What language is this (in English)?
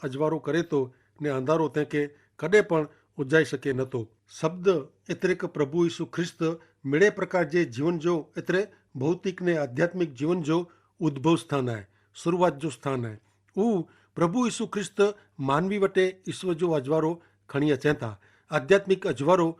Kachhi